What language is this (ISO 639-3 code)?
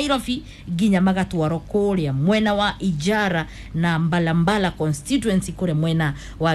kik